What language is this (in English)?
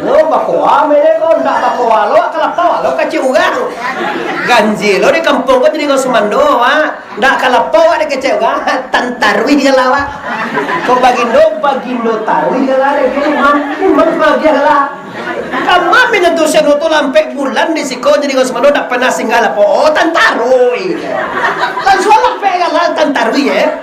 Minangkabau